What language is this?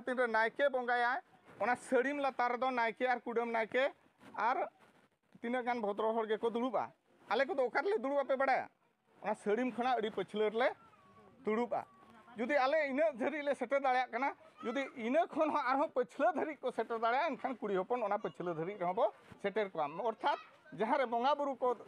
Santali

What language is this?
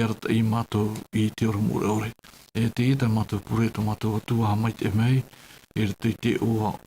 Tahitian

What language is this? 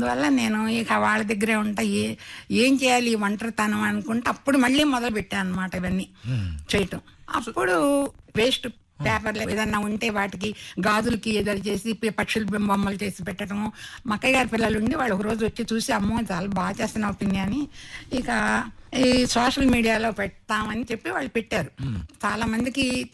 Telugu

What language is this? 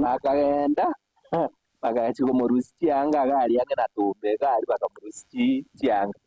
Gusii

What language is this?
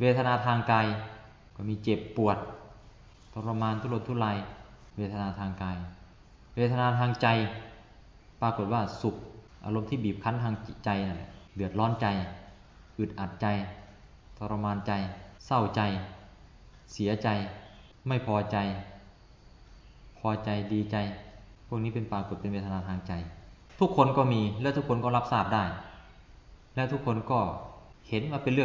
Thai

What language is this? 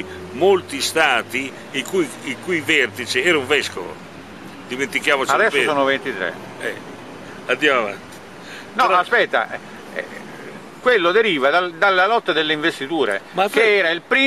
Italian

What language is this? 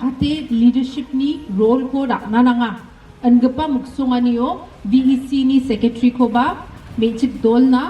Garo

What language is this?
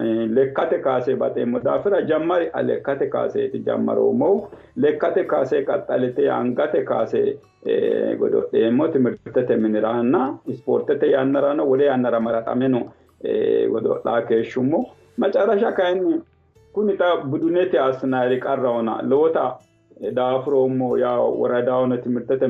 Sidamo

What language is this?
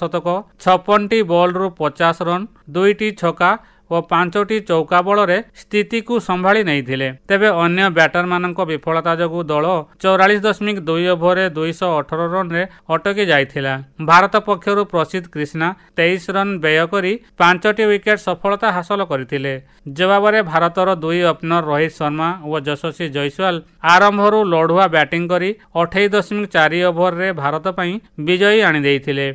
Odia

